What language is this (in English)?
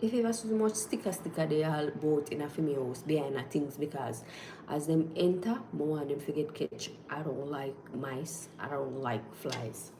Jamaican Creole English